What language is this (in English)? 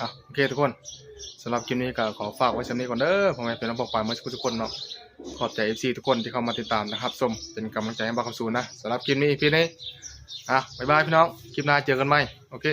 Northeastern Thai